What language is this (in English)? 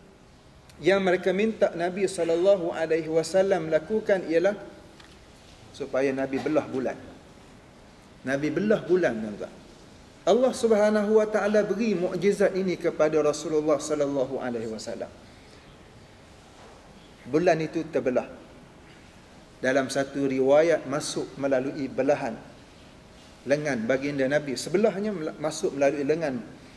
Malay